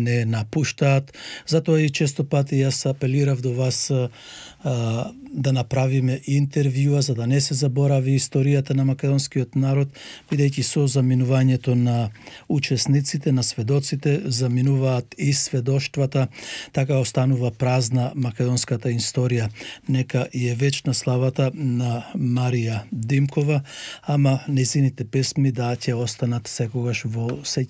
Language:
Macedonian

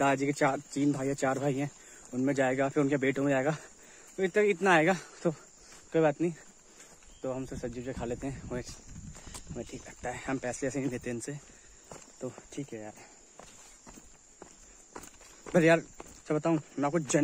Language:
Hindi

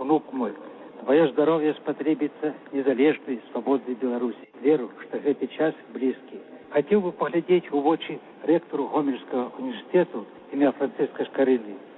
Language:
Belarusian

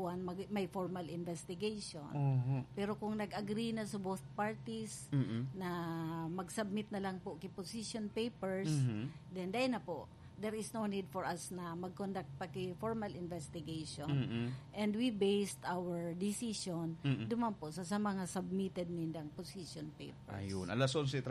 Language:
Bikol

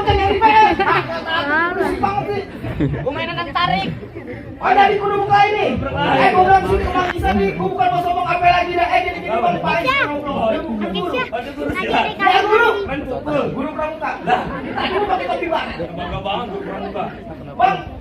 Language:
Betawi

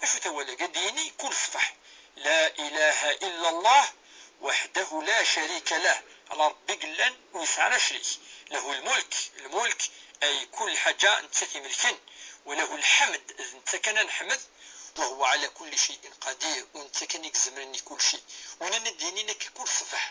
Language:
Kabyle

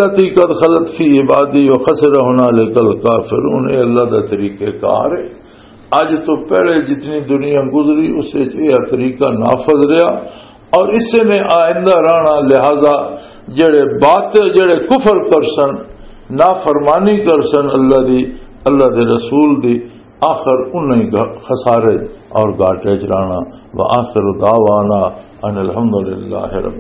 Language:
Western Panjabi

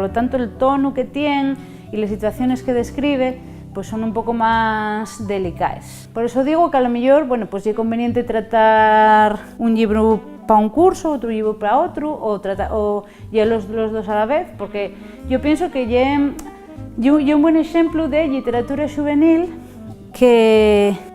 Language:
Asturian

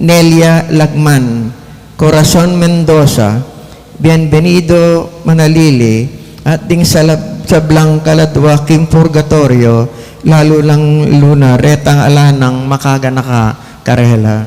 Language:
Pampanga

